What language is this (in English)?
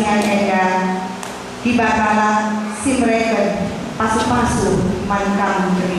Batak Karo